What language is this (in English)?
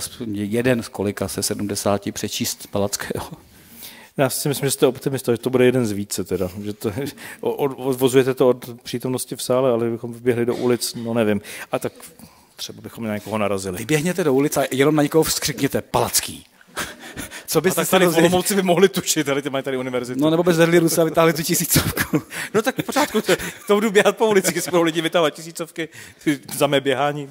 Czech